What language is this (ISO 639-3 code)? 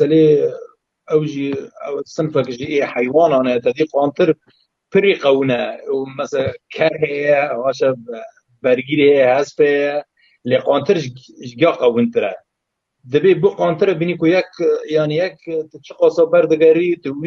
kur